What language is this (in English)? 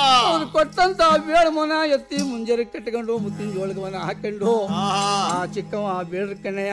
Kannada